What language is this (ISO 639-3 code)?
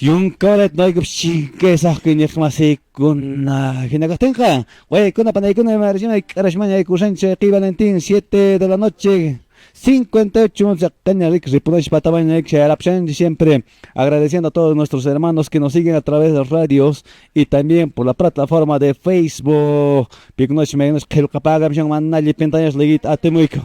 que